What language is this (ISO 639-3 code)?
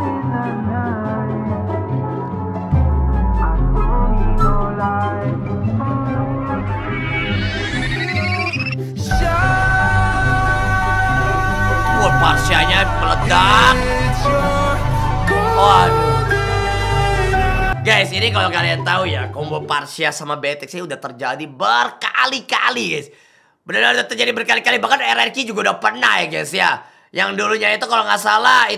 ind